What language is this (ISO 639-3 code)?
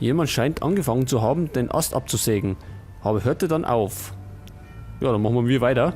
bar